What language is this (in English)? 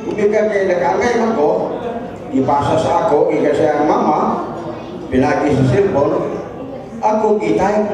Cebuano